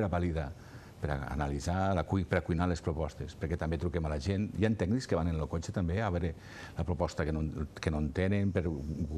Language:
Catalan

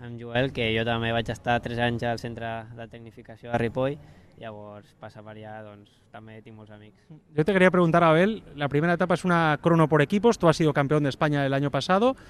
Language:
Catalan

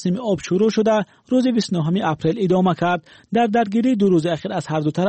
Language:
Persian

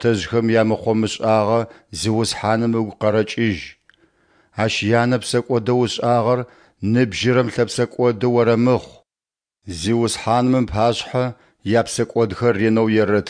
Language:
Adyghe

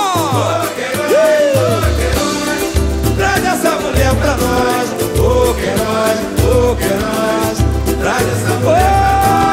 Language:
Portuguese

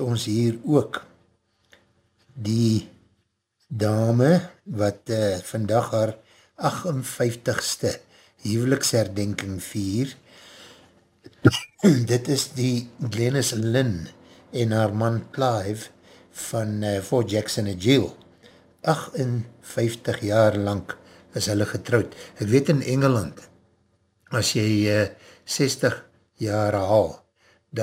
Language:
Afrikaans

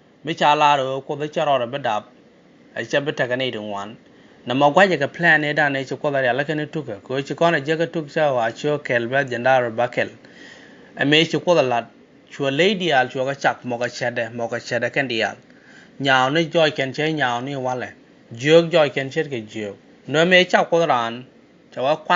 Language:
Nuer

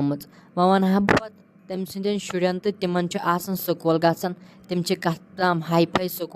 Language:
Kashmiri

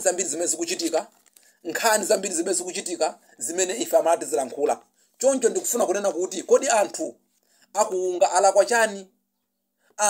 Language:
Nyanja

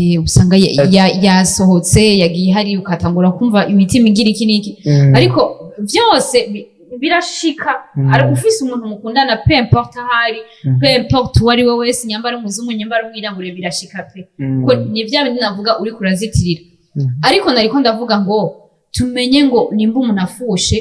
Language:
Rundi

